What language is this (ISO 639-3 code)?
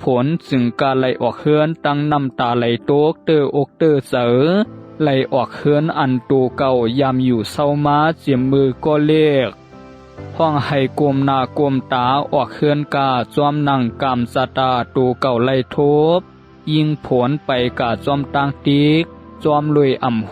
shn